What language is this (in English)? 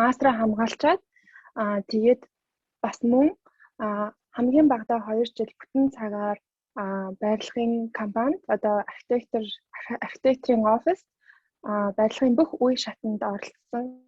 Mongolian